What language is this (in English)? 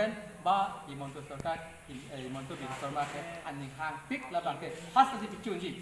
Karbi